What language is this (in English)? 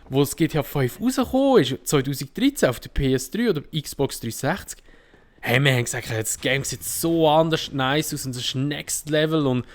Swiss German